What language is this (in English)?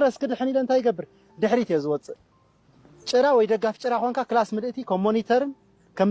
Tigrinya